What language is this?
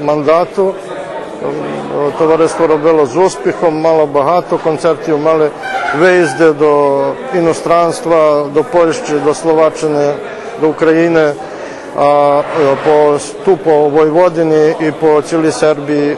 Rusyn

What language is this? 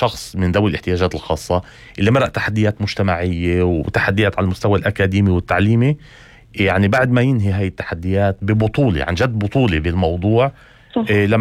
North Levantine Arabic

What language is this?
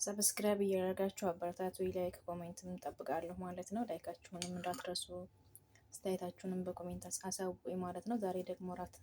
Amharic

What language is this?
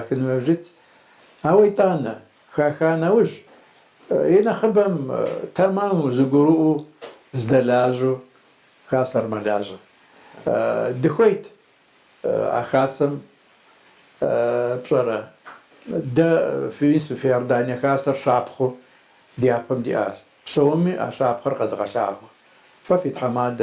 Kabardian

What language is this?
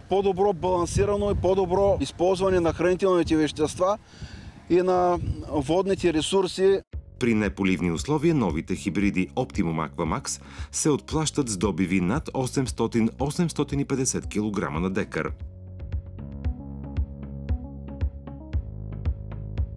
Bulgarian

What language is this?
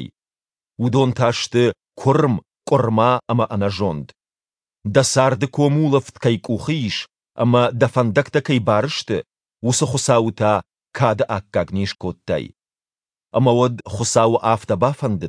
Ossetic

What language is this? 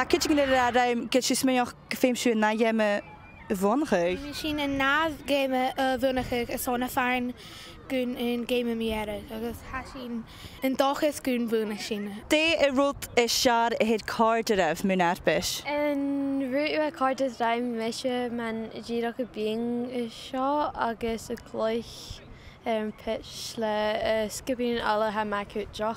Scottish Gaelic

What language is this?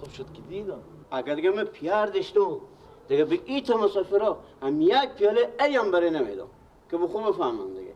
Persian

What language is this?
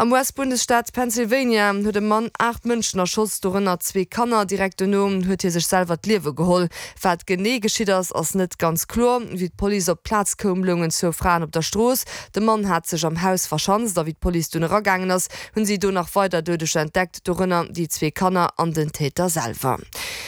Luxembourgish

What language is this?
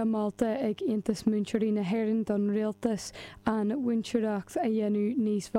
Irish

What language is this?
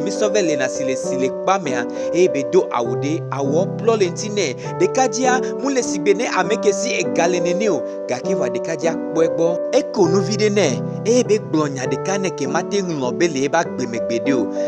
Gen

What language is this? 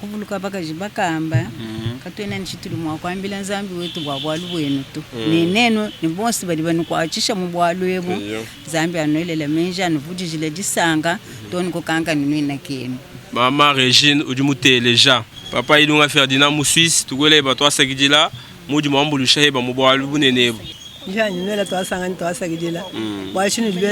Luba-Lulua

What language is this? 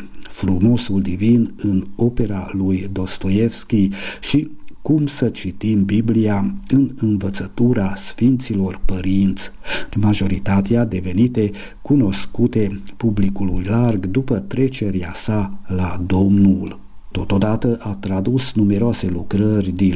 Romanian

